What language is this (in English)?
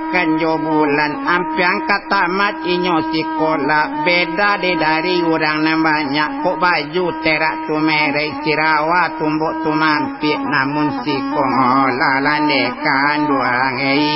Minangkabau